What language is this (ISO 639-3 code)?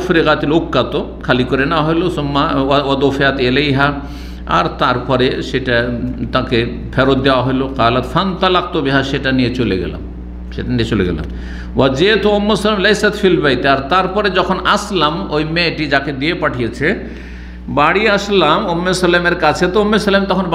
ben